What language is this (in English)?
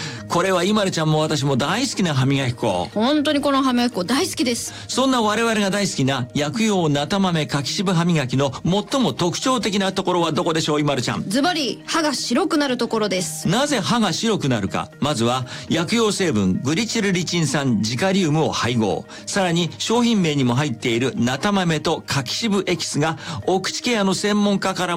Japanese